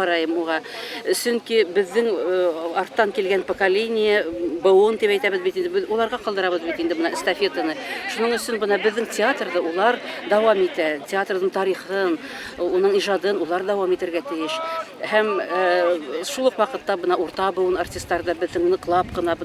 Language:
Bashkir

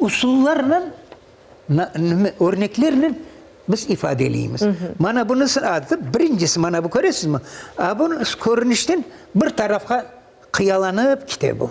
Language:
Crimean Tatar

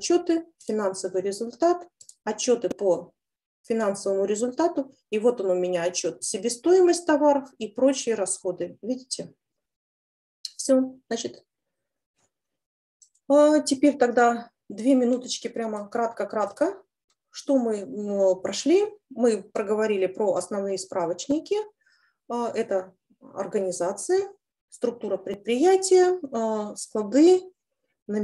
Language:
Russian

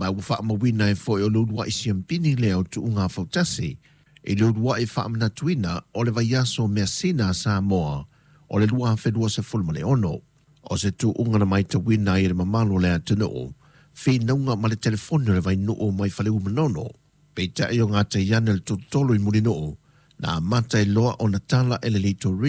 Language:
Samoan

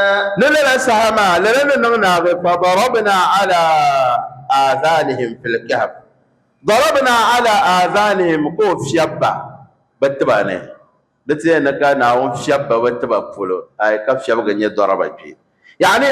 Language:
Dagbani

